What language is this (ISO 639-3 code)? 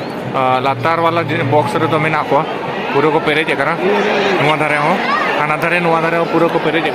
sat